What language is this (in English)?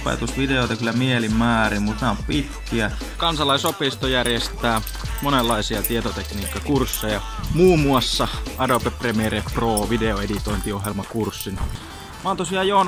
Finnish